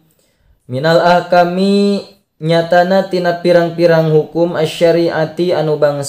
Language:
Sundanese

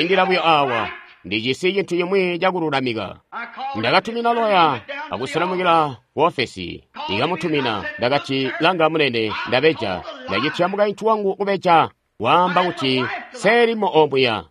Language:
Tonga (Zambia)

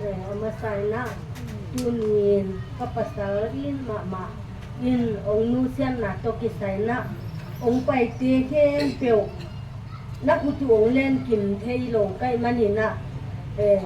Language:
Tedim Chin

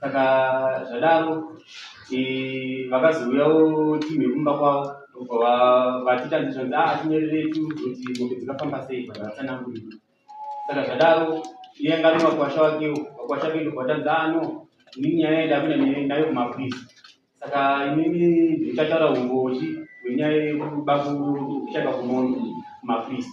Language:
Shona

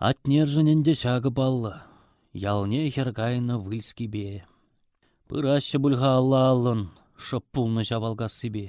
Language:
Chuvash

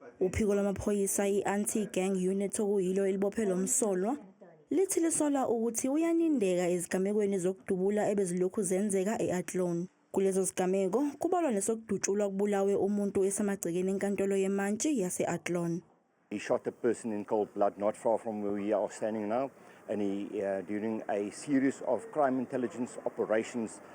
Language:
Zulu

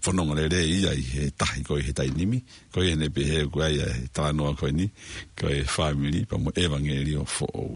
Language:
Tongan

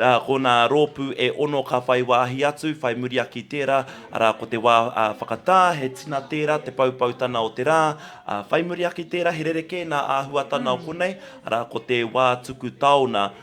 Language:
Māori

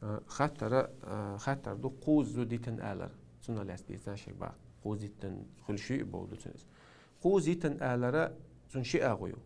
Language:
Chechen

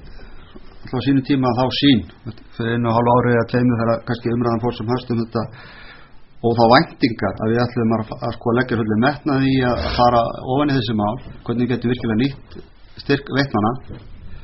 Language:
Icelandic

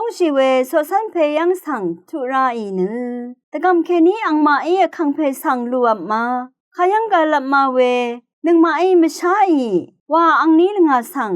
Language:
Rawang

